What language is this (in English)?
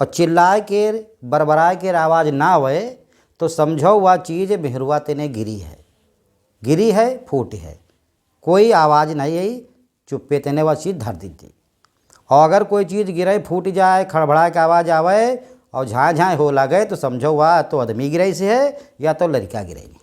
Awadhi